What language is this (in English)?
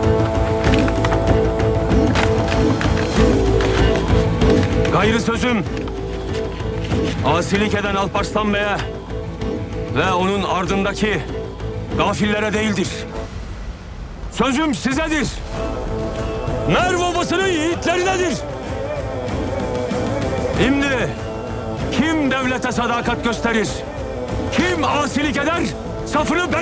Turkish